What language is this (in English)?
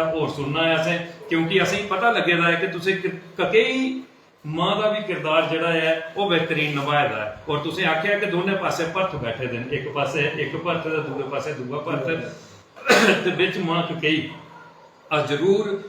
Dogri